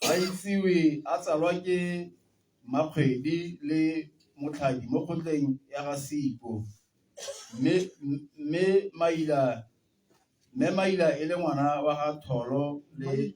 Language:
Tswana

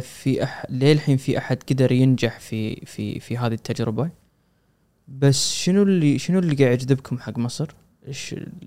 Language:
Gulf Arabic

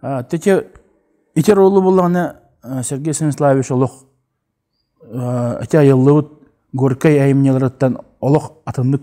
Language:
Yakut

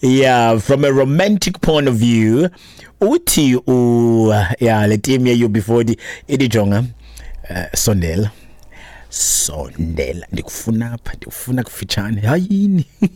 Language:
Xhosa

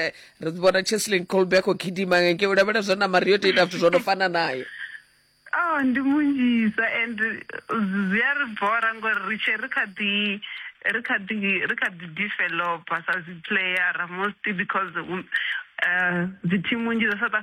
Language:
Venda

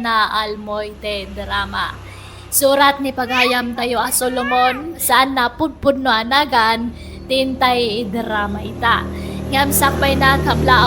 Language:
Iloko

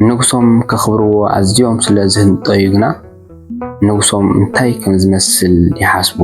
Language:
Tigrinya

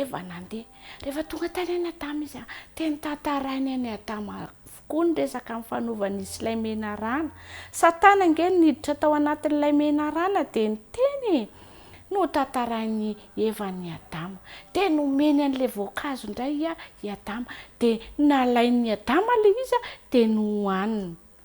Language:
Malagasy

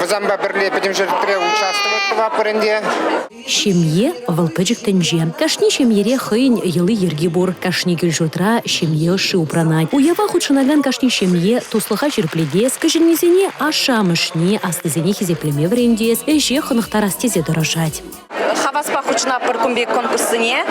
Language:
Chuvash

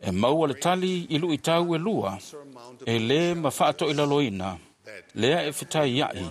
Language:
Samoan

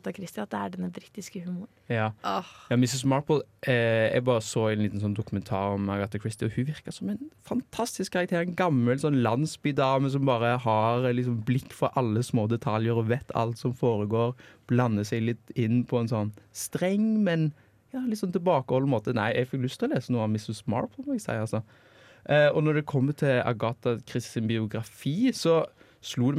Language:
Norwegian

